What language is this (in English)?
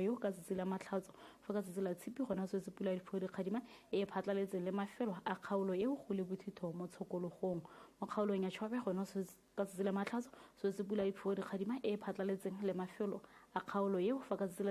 Tswana